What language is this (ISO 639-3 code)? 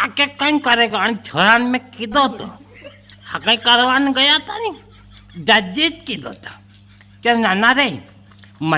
raj